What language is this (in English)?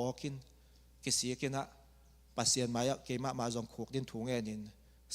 Tedim Chin